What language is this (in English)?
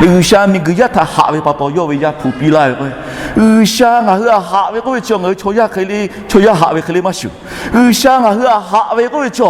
Lahu